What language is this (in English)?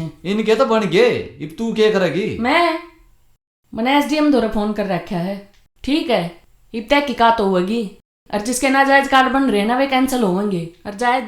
Haryanvi